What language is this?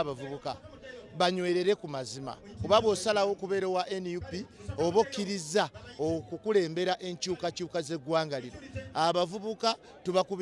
Ganda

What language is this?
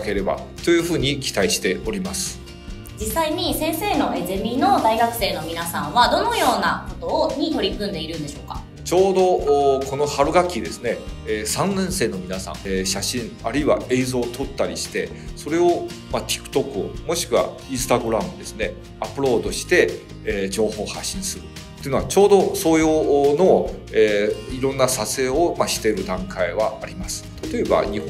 Japanese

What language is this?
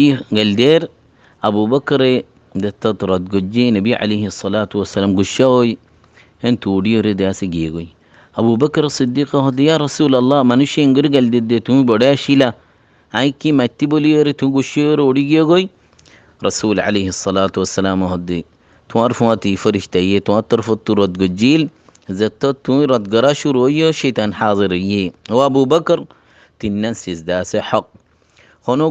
Rohingya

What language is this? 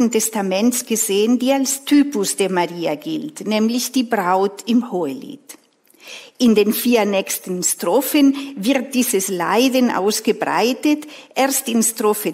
German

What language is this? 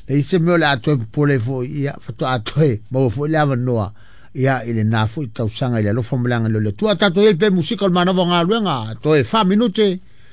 Samoan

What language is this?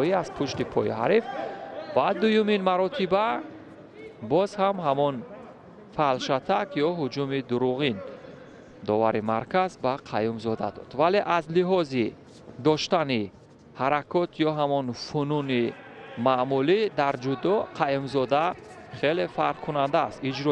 Tajik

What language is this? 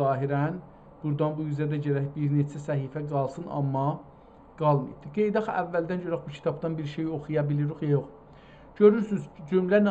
South Azerbaijani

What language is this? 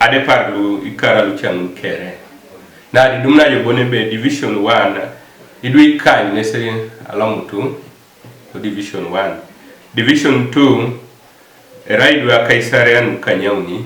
Teso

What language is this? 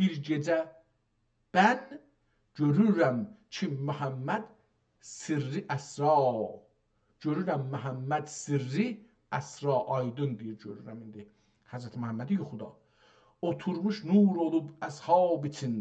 South Azerbaijani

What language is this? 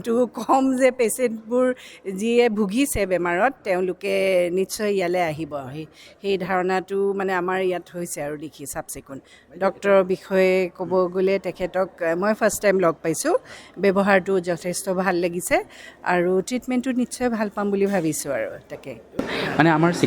Assamese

